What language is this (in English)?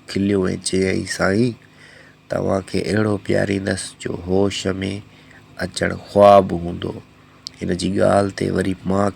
Sindhi